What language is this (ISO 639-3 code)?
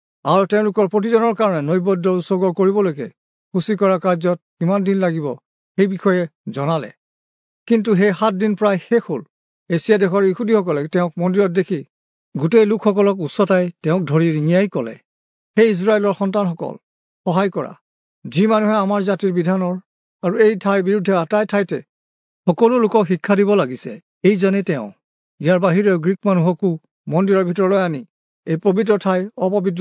asm